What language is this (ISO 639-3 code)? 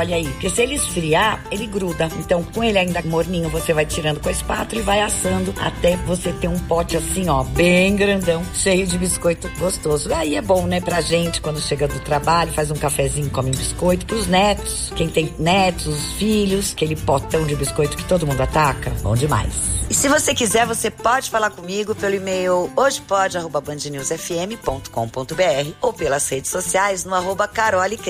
por